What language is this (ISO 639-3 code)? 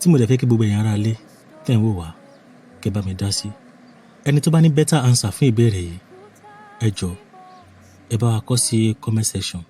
yor